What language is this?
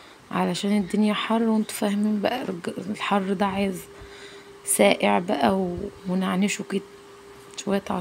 Egyptian Arabic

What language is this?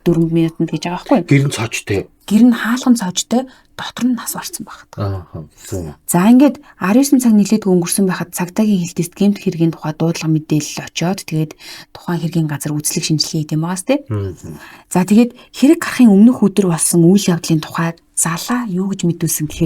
Mongolian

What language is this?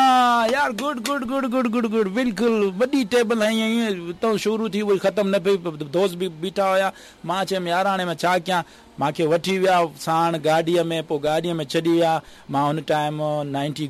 Sindhi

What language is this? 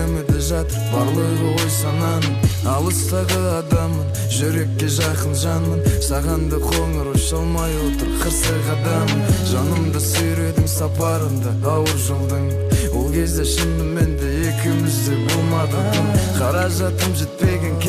Kazakh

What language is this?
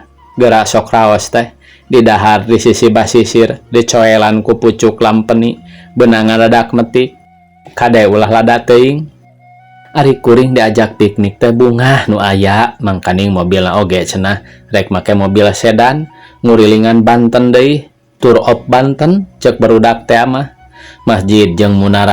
Sundanese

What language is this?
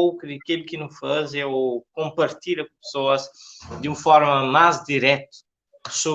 Kabuverdianu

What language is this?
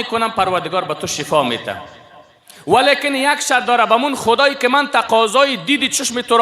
Persian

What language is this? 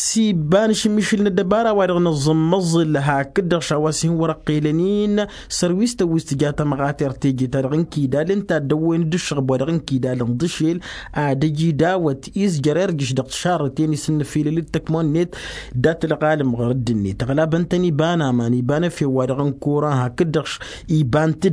Tamasheq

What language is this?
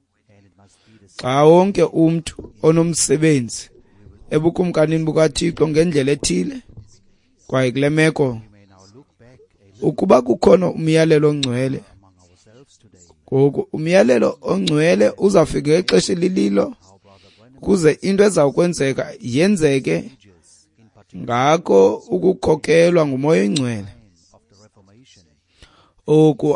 Xhosa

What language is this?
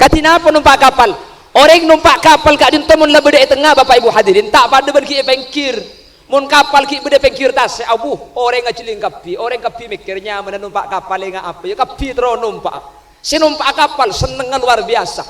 Madurese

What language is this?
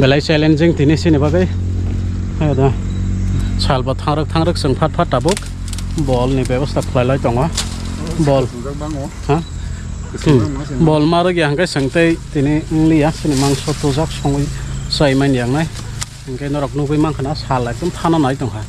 Kok Borok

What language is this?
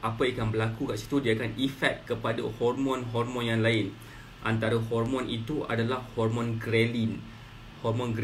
Malay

